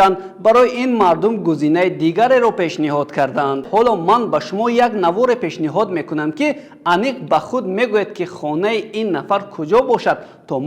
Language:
Tajik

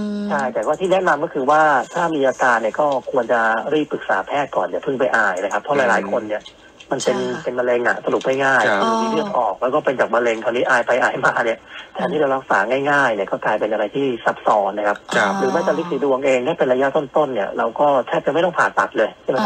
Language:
Thai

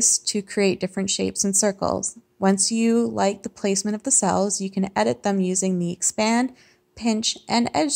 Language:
English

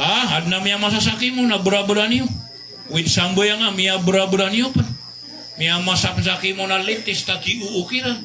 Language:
Maranao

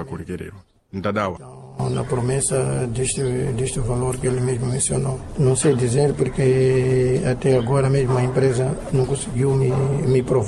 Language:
Sena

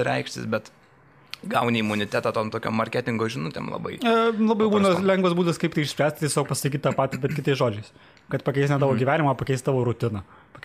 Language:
Lithuanian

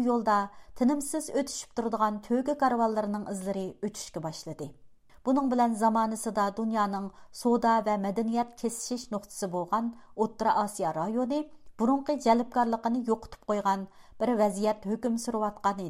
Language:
Uyghur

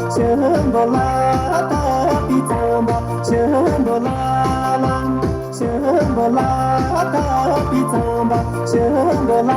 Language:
Tibetan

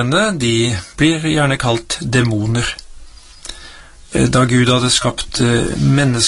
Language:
Norwegian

